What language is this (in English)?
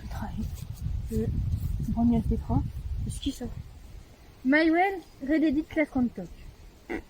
Breton